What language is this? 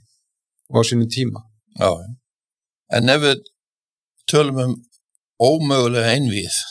Icelandic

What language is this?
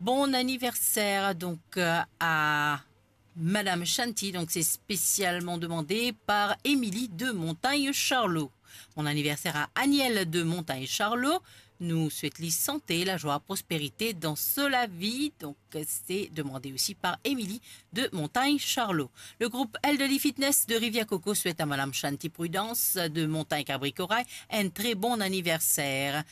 Morisyen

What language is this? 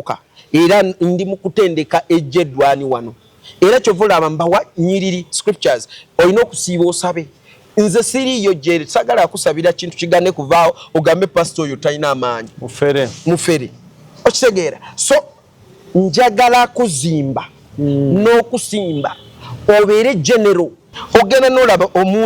Ganda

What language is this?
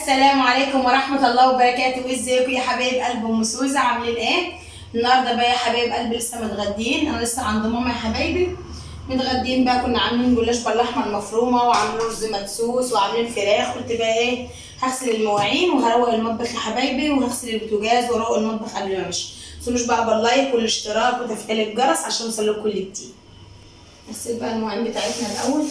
Egyptian Arabic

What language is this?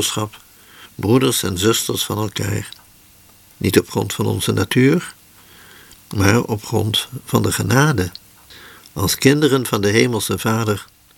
Dutch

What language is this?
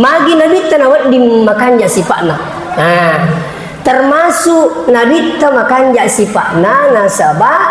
Buginese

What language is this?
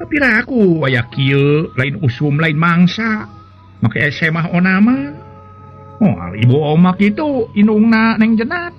Sundanese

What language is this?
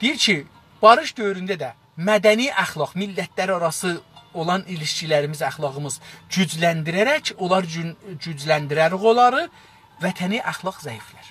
South Azerbaijani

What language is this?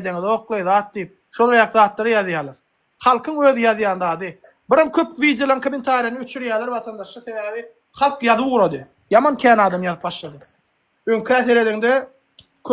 Turkmen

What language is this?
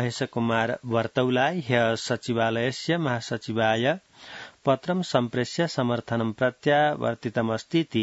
Sanskrit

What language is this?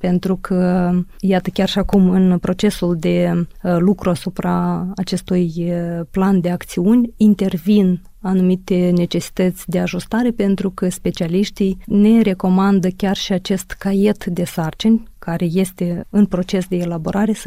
Romanian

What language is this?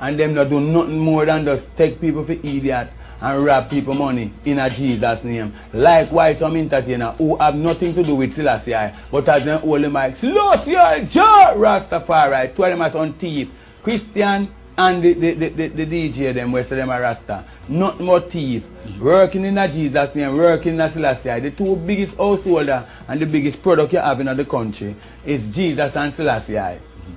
Jamaican Creole English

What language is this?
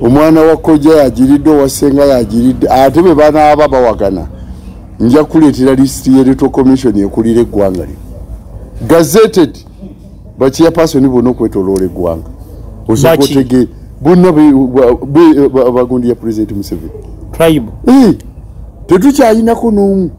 Ganda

